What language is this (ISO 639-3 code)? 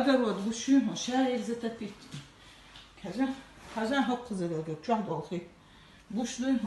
che